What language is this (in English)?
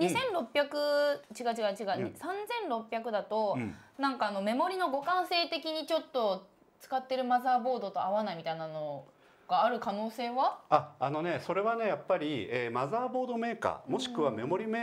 Japanese